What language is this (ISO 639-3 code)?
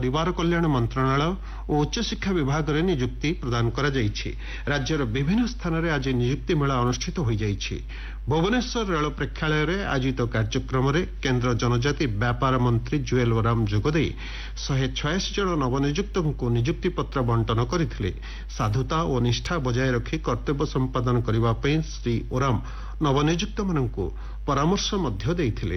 ori